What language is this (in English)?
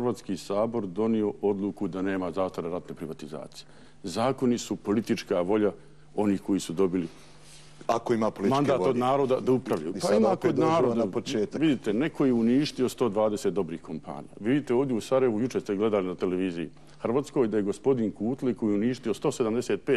Bosnian